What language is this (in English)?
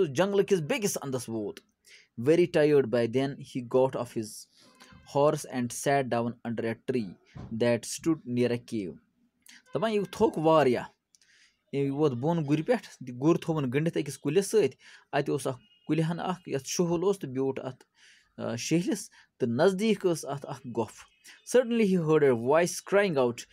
Kashmiri